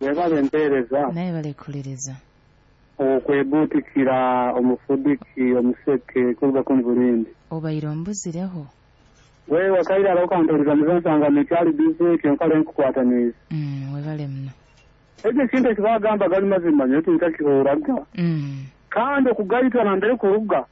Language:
Nyoro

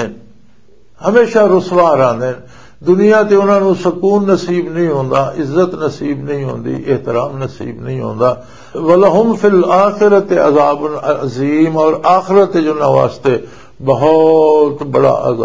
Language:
Western Panjabi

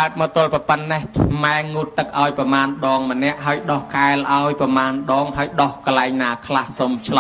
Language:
Khmer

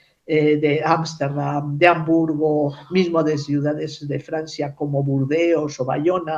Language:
Ladino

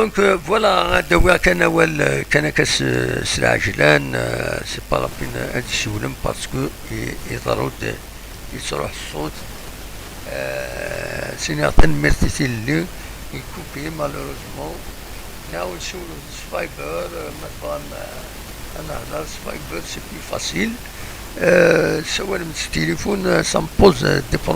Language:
Kabyle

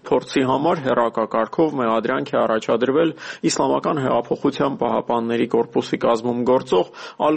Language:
Armenian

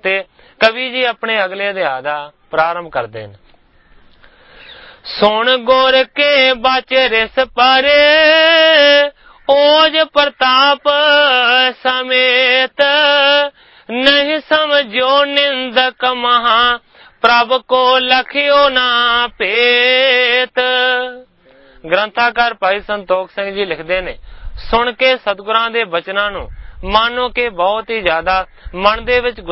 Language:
Punjabi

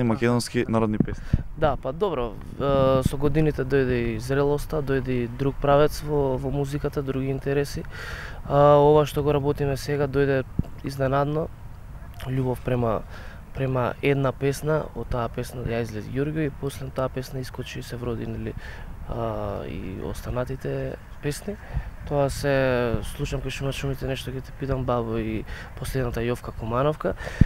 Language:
Macedonian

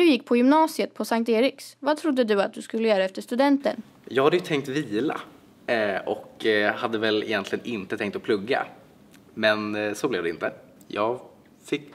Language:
Swedish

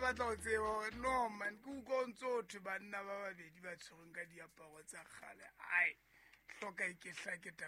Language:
Southern Sotho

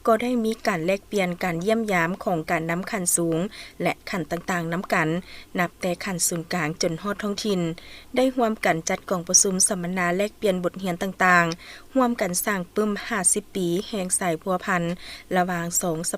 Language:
Lao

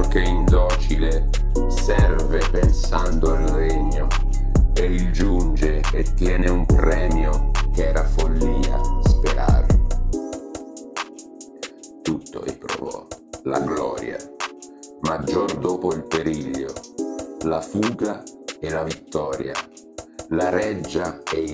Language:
Italian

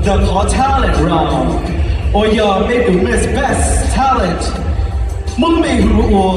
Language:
Hmong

